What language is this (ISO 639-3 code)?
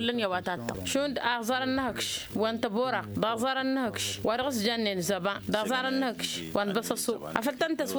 taq